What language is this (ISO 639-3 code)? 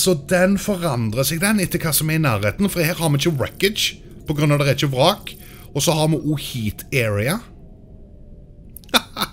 nor